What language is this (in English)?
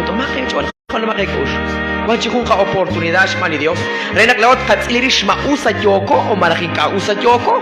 Kekchí